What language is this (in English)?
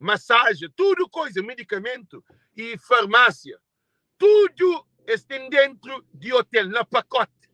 Kabuverdianu